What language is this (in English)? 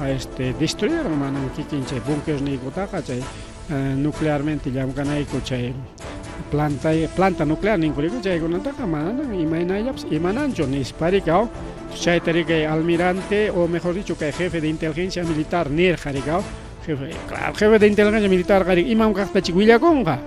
Ayacucho Quechua